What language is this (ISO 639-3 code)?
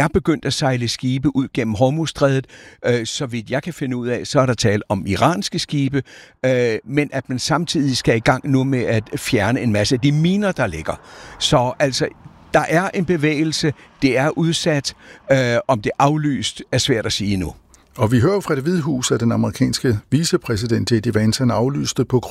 dan